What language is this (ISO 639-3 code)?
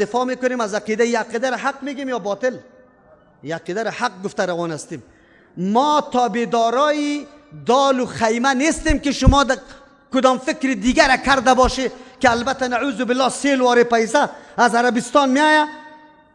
fas